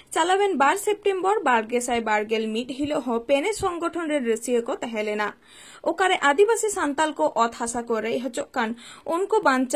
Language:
Santali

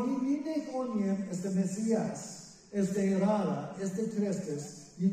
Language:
Plautdietsch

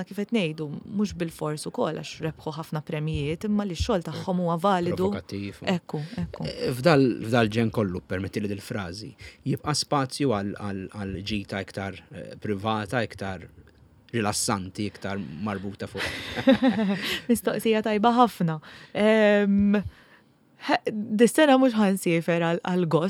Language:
Maltese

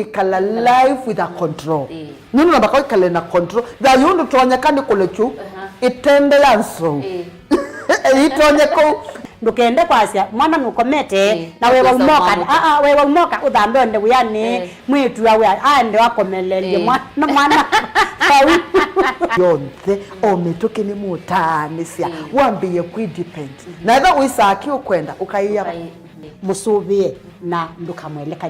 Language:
Kamba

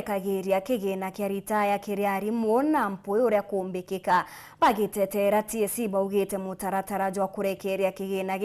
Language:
Meru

